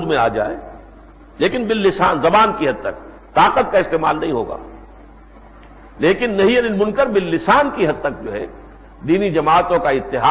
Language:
Urdu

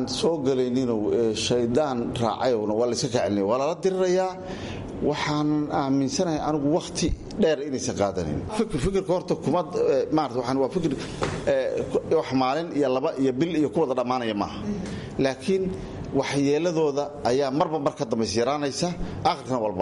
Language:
Somali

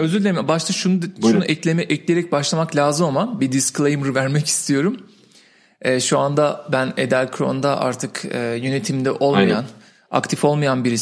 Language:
Turkish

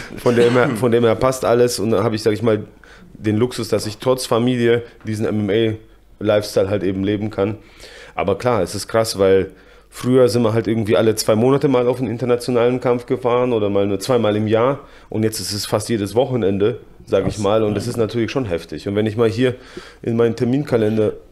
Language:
German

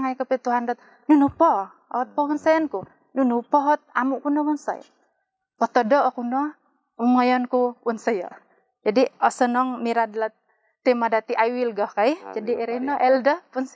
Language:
Central Dusun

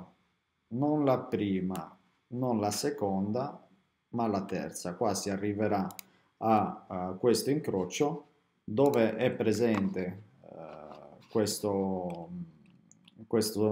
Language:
Italian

